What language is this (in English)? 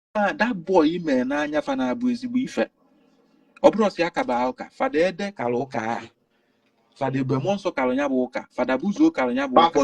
Igbo